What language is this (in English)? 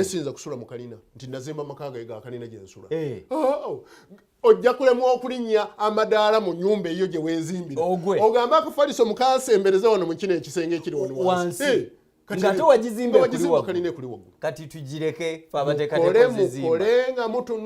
Ganda